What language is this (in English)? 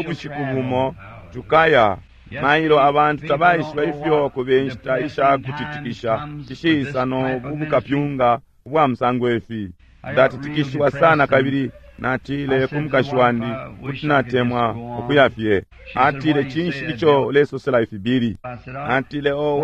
Bemba